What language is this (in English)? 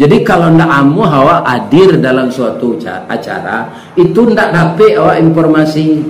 Minangkabau